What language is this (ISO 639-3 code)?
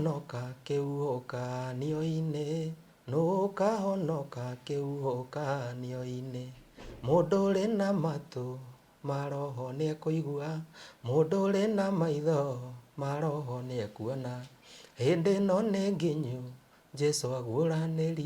kik